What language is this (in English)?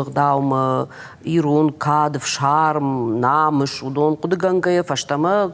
Ossetic